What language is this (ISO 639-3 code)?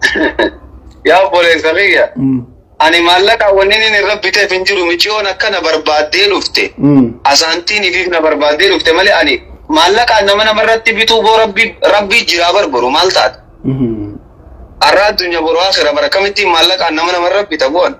orm